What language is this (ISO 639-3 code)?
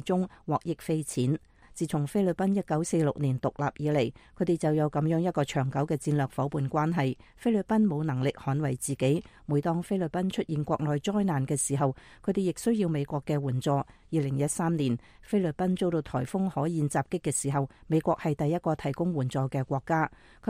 yue